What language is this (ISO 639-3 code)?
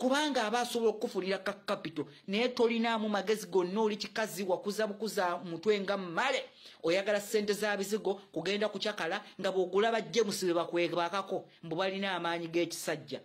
lug